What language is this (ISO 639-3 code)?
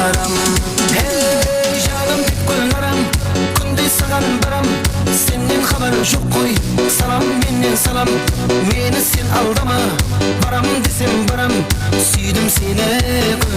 kaa